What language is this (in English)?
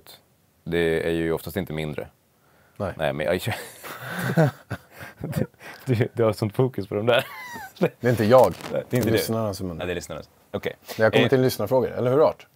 Swedish